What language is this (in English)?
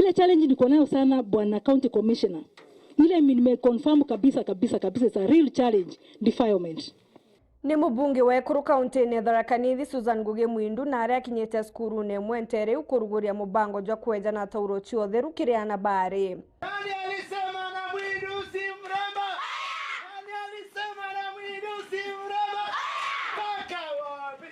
Meru